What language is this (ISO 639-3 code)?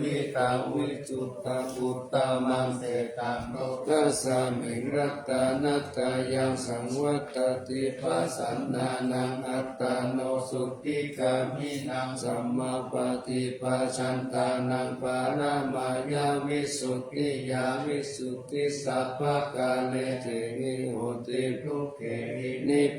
pli